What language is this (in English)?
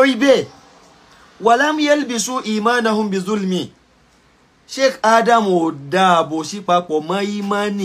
Yoruba